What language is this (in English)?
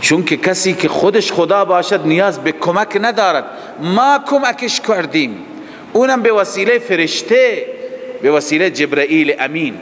Persian